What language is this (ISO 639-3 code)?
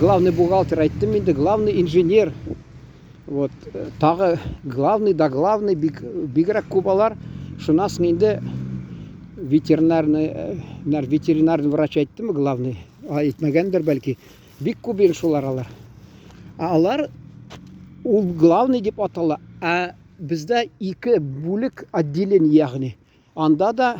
tat